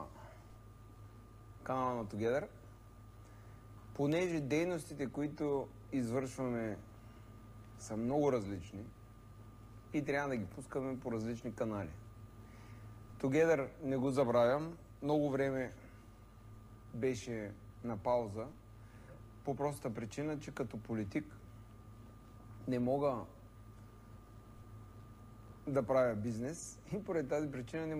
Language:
Bulgarian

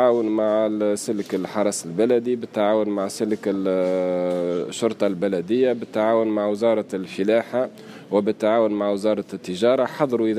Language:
Tunisian Arabic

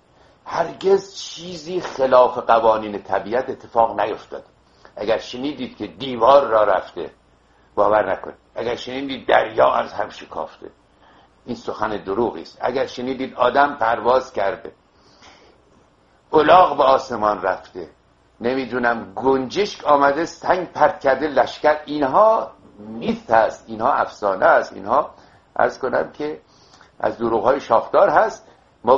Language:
Persian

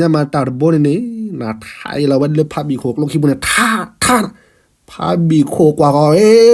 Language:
S'gaw Karen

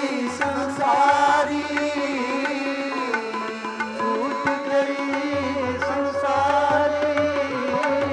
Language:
Hindi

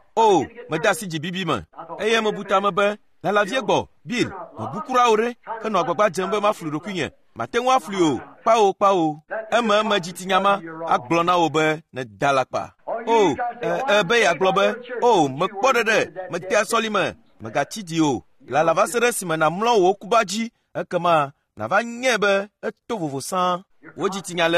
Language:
Ewe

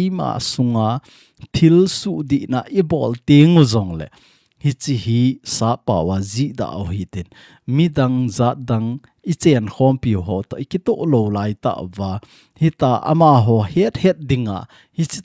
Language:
Thado Chin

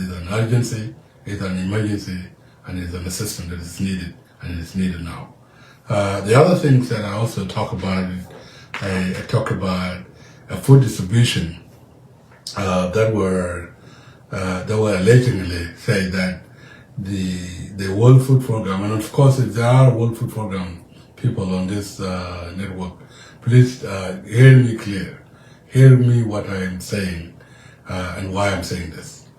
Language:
Nuer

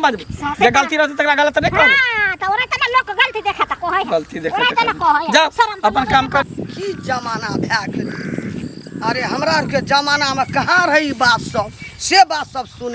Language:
Maithili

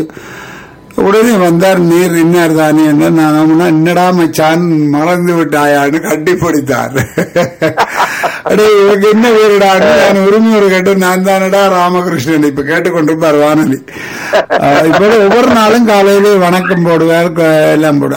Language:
Tamil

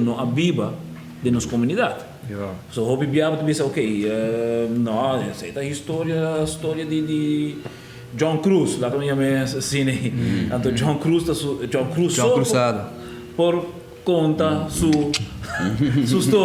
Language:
Papiamento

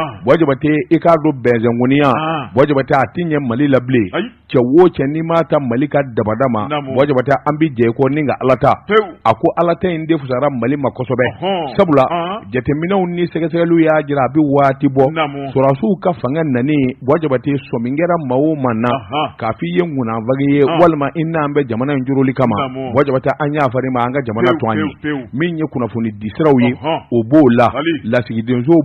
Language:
Bambara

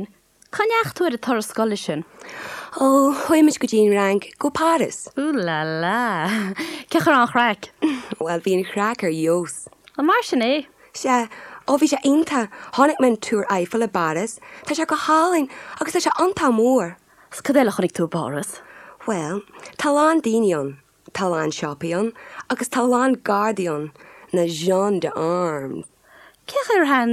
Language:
Irish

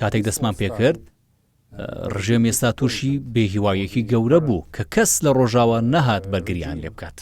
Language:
Central Kurdish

